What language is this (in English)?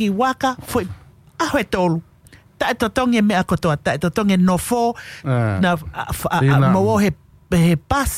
Tongan